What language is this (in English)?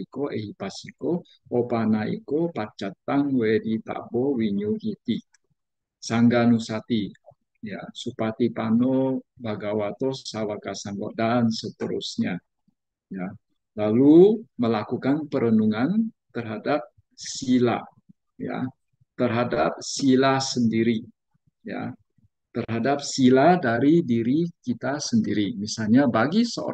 Indonesian